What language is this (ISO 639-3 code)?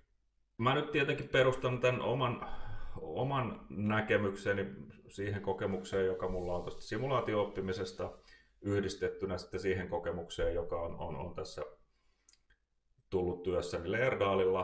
fin